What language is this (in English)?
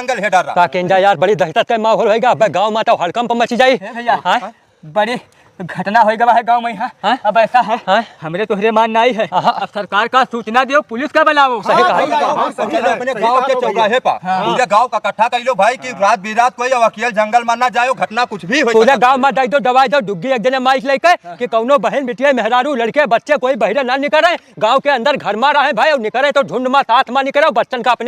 Awadhi